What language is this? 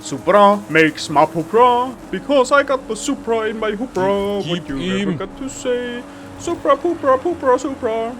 Bavarian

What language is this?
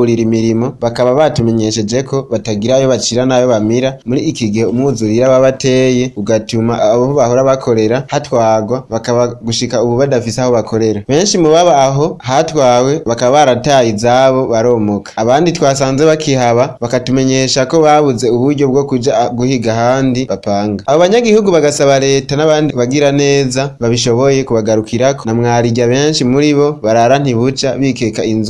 Rundi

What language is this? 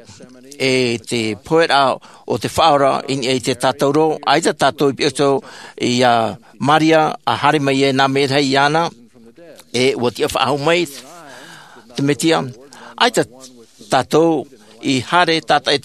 Tahitian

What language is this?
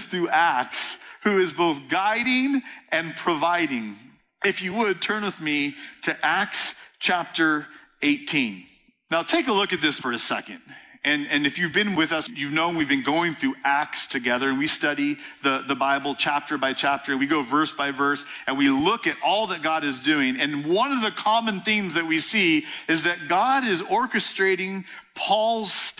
English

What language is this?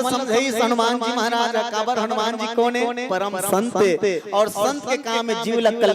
Chhattisgarhi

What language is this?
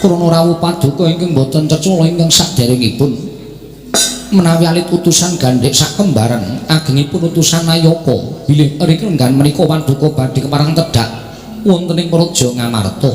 Javanese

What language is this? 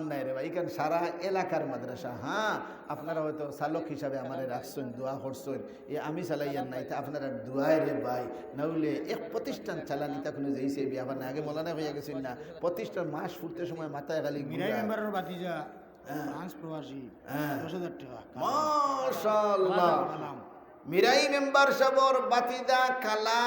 Sylheti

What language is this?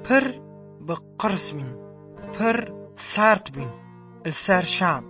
Kurdish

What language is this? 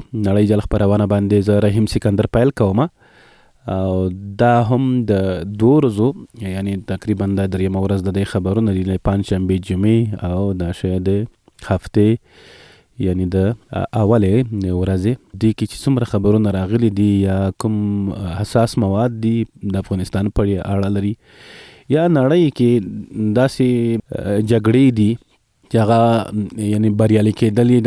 Pashto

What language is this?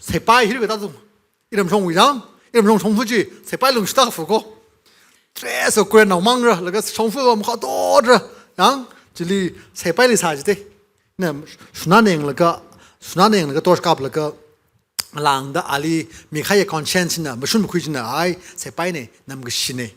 Tangkhul Naga (India)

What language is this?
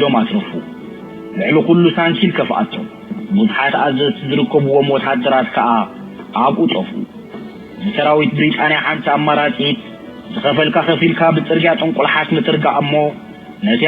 Tigrinya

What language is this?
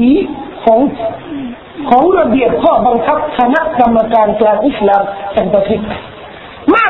Thai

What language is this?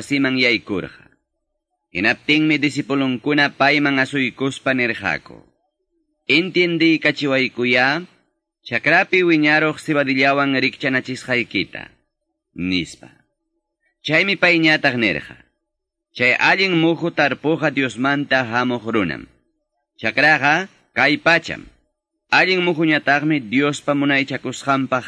Quechua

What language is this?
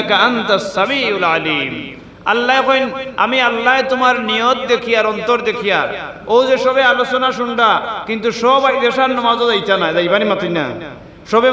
Sylheti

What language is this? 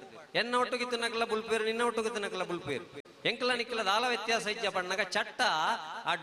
Tulu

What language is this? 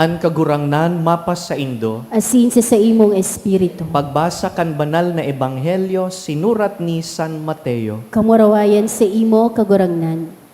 Bikol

